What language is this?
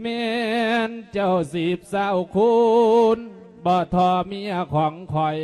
Lao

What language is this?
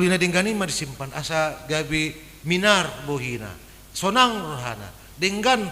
Batak Toba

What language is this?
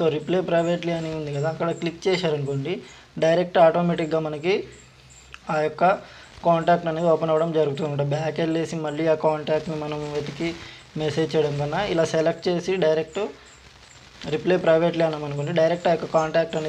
Telugu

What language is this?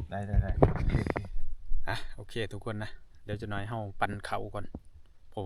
Northeastern Thai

